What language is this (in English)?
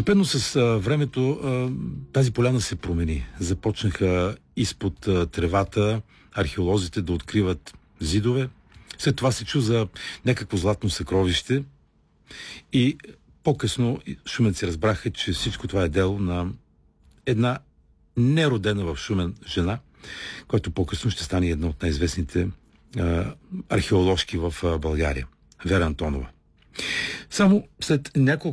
Bulgarian